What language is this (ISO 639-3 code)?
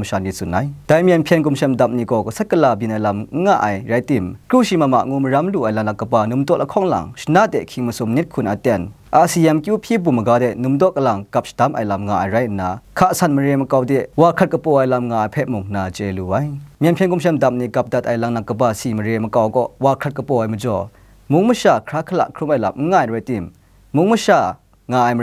kac